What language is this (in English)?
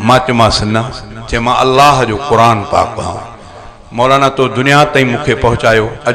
Sindhi